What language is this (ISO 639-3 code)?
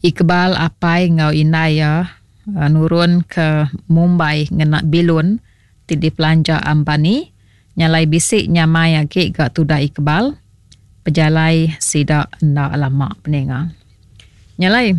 iba